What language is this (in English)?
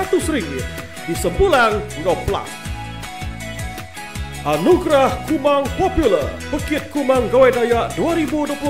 Iban